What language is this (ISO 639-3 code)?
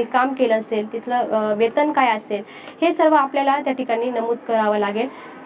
mar